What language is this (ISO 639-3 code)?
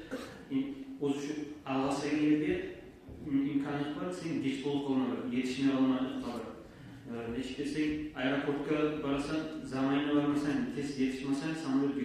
kum